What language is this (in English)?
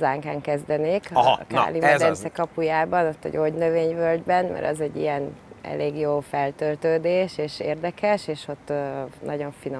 Hungarian